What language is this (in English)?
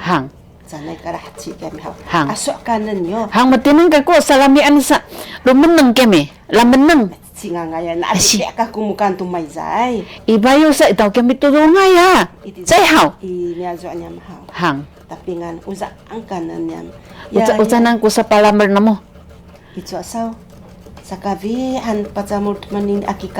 Sakizaya